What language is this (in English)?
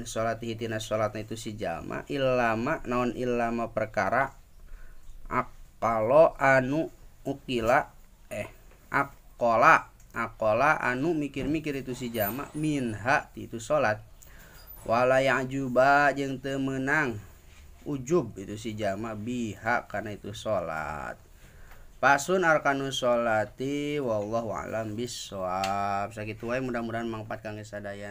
Sundanese